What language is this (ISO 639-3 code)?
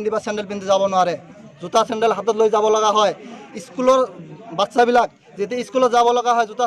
asm